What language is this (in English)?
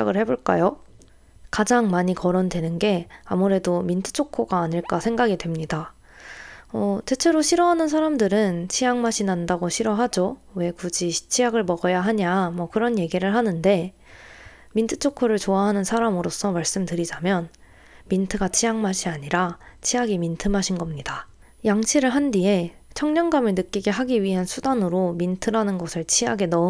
Korean